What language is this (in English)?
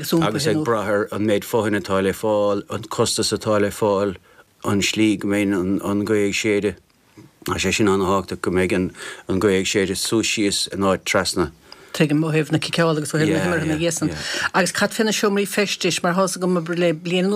Irish